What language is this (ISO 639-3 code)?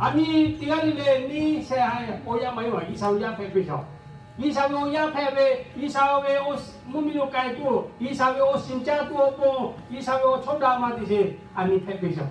lhu